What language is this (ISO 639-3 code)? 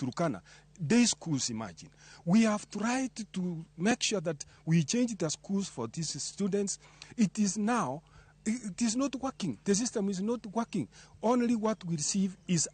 luo